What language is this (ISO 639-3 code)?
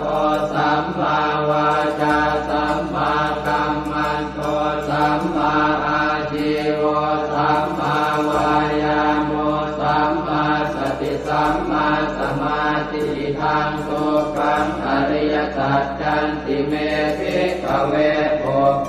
pli